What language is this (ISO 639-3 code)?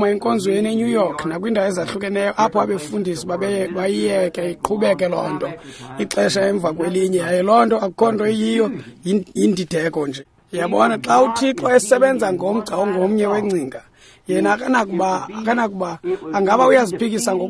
xho